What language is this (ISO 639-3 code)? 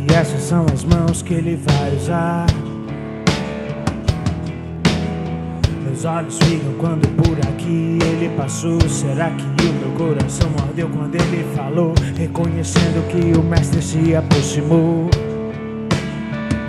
por